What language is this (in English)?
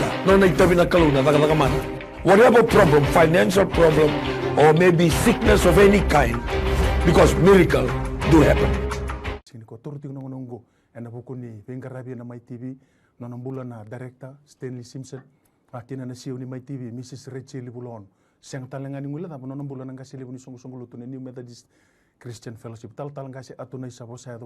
Fijian